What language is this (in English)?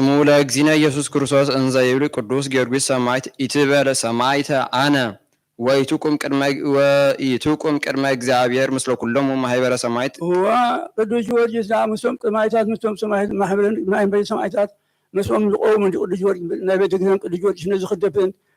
Geez